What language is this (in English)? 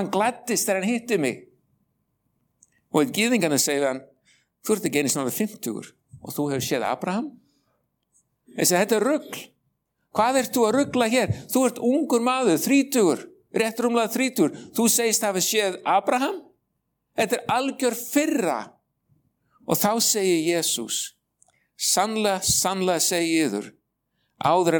Icelandic